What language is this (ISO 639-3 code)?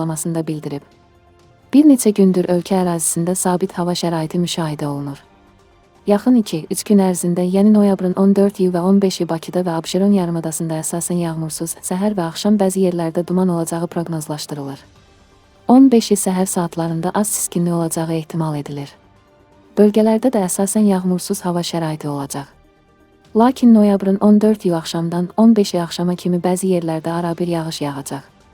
aze